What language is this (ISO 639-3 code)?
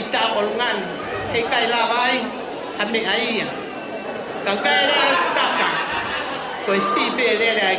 ton